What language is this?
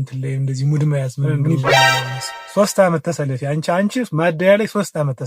Amharic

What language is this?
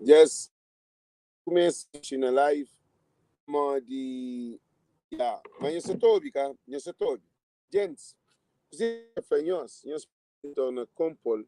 Kabuverdianu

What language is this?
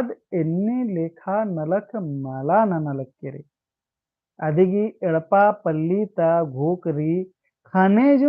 Kurukh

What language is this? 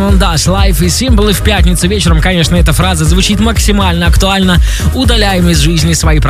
Russian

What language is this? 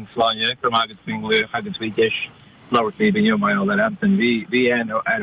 Irish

